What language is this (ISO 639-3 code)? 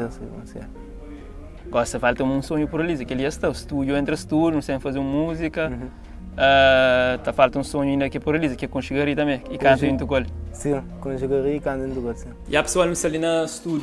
kea